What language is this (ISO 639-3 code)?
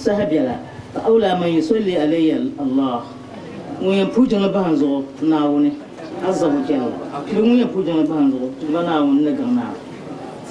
dag